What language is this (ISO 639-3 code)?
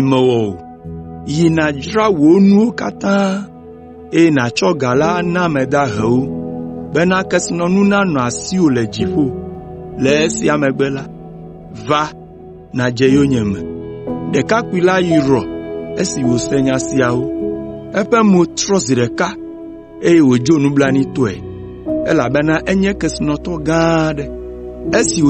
ewe